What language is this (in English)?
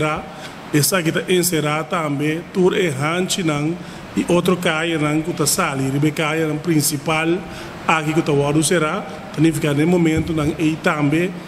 Papiamento